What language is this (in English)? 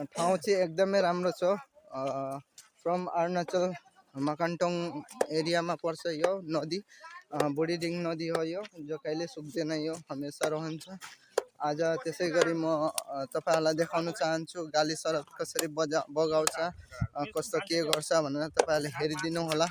Nepali